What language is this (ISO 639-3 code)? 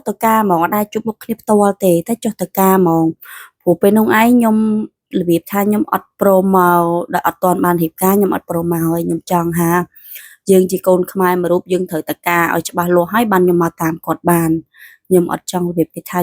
khm